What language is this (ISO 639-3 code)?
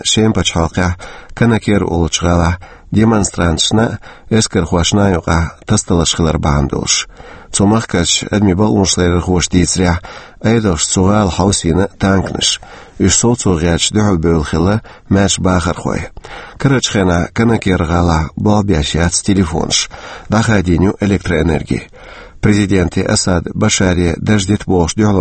che